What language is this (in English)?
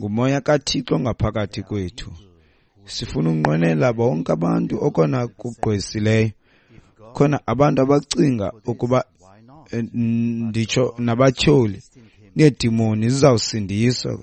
Xhosa